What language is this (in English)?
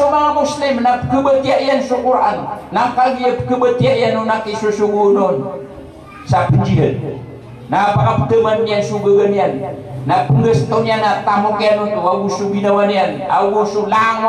Maranao